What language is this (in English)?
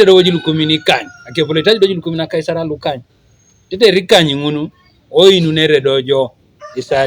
Teso